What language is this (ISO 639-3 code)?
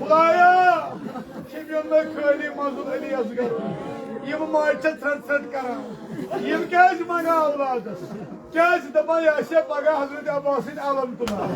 kas